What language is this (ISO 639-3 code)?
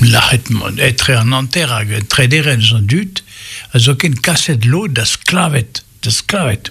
bre